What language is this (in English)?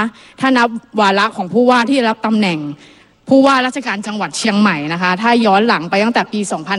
Thai